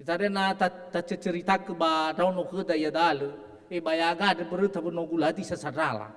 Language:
Nias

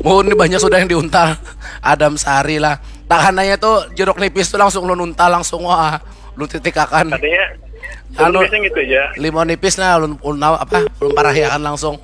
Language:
Banjar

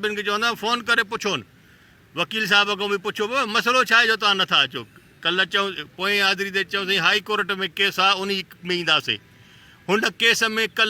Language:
Sindhi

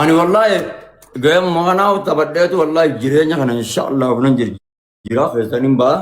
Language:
Oromo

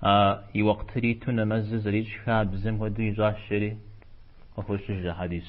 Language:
Kabardian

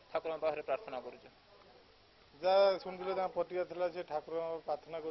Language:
Odia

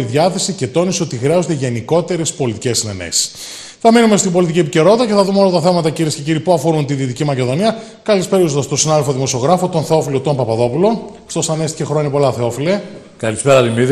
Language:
Greek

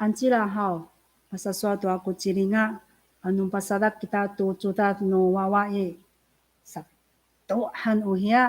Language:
Amis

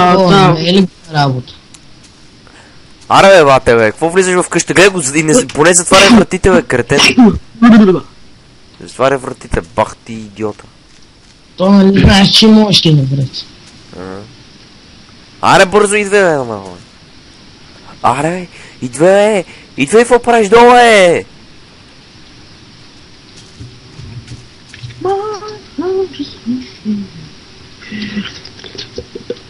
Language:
Bulgarian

